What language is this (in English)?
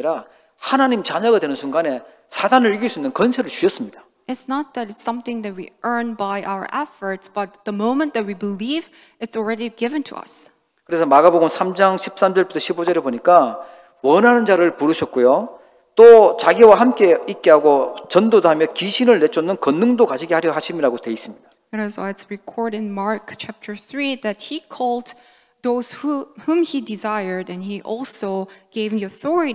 Korean